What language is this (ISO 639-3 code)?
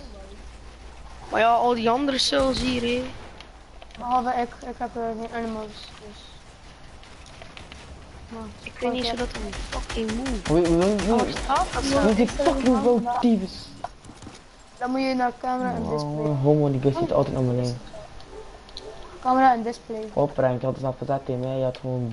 nld